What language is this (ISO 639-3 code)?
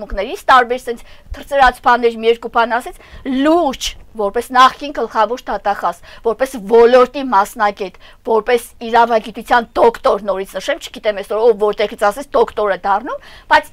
hye